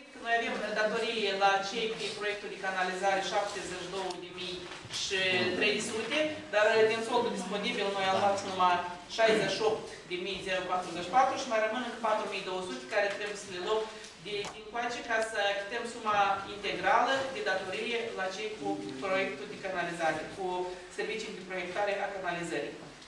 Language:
Romanian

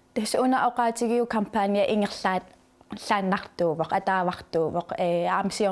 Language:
Kalaallisut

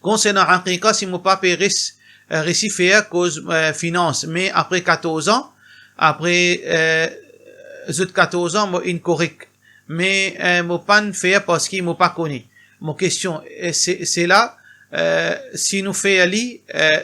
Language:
Morisyen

